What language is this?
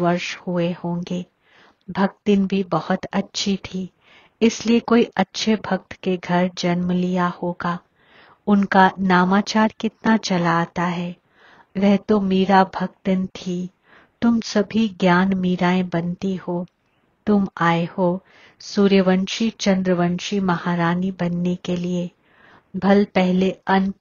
Hindi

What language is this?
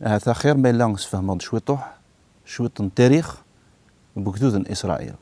Kabyle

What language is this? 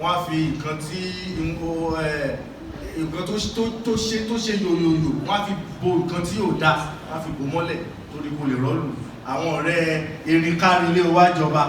Yoruba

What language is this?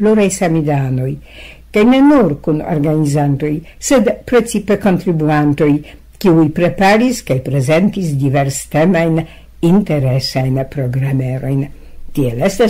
Esperanto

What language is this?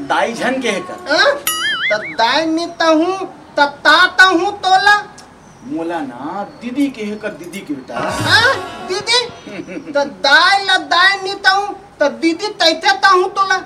Chhattisgarhi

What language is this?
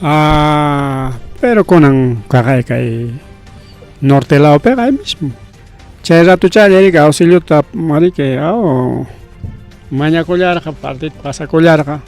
Ayacucho Quechua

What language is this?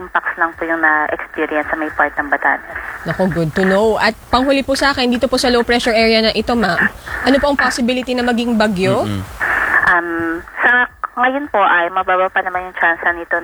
Filipino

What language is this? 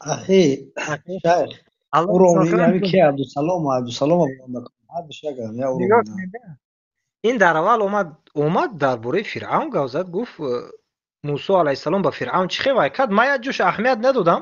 Tajik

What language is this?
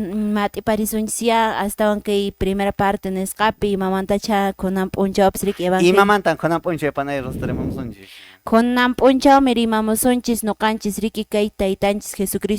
Quechua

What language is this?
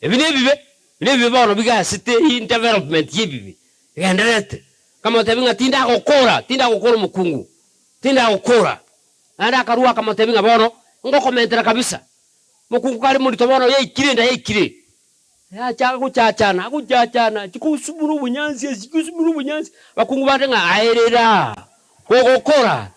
Gusii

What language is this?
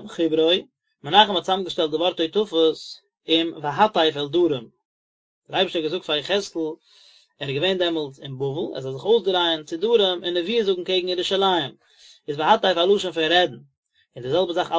Yiddish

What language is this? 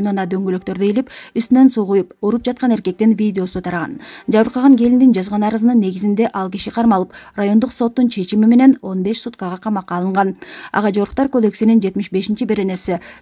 Kyrgyz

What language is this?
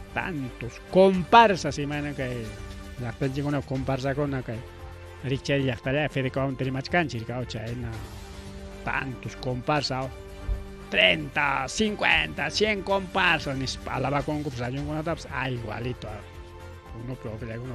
Ayacucho Quechua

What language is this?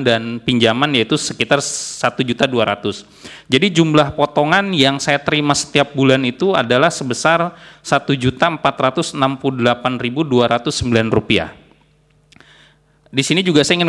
Indonesian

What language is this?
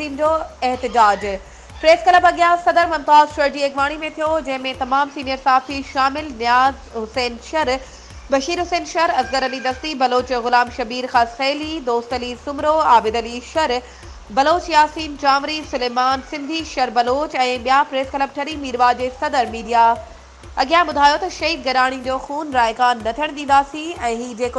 Sindhi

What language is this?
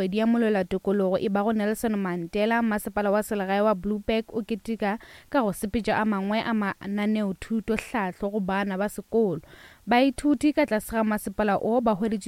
Northern Sotho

